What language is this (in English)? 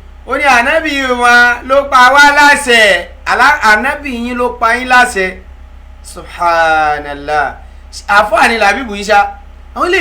Yoruba